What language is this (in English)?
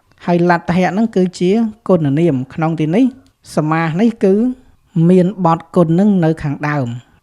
Khmer